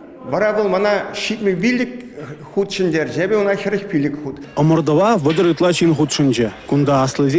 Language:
Chuvash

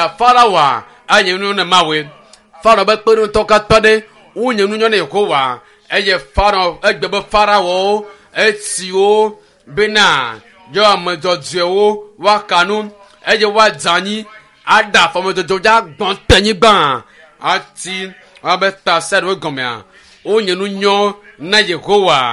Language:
Ewe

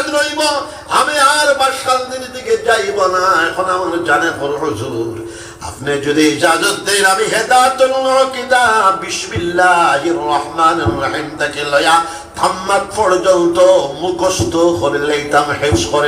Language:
Sylheti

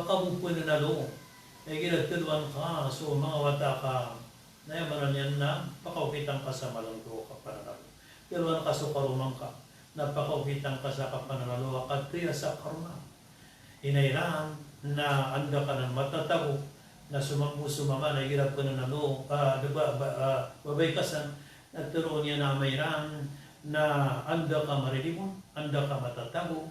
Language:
Maranao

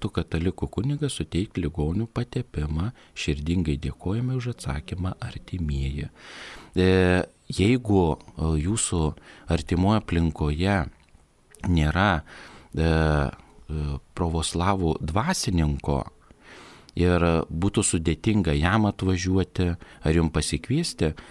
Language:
Lithuanian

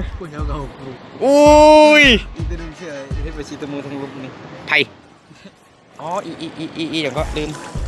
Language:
Northeastern Thai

